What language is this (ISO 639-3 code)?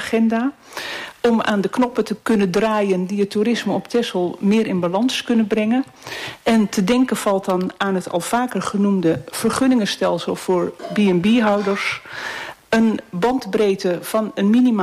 nld